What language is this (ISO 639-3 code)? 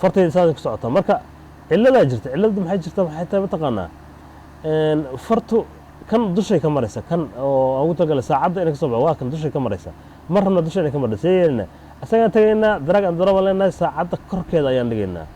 som